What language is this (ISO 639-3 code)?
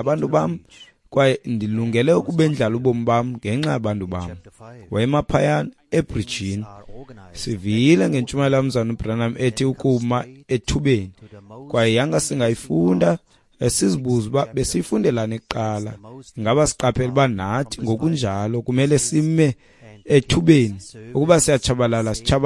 xho